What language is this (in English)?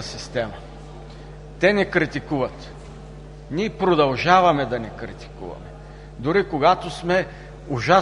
Bulgarian